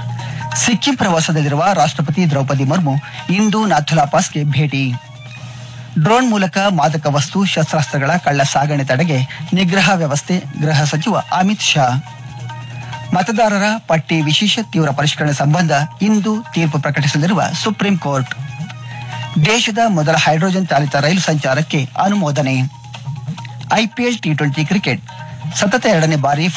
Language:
Kannada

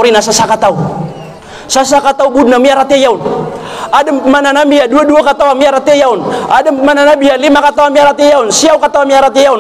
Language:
Maranao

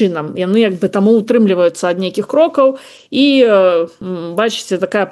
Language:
Belarusian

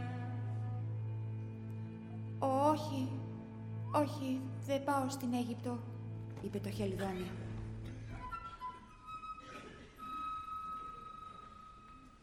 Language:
Greek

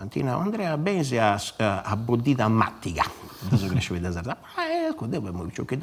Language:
Sardinian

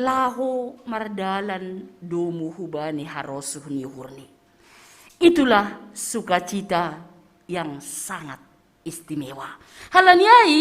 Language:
Batak Simalungun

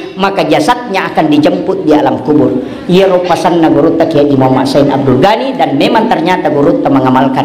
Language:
Buginese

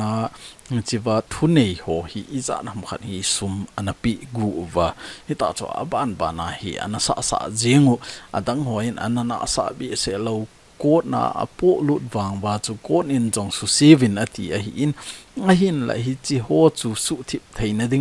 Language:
Thado Chin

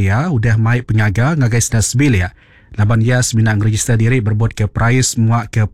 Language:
Iban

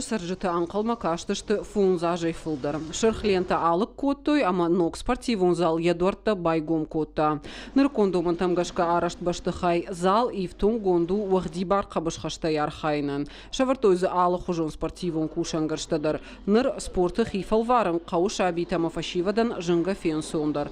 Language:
Ossetic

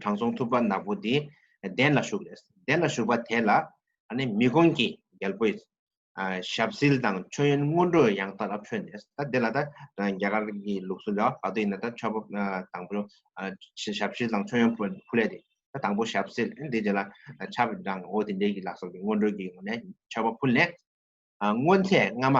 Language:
Tibetan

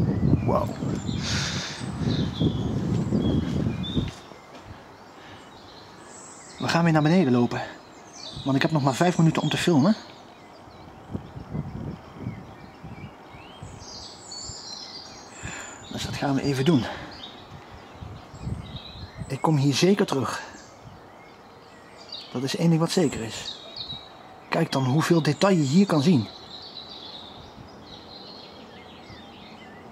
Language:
Dutch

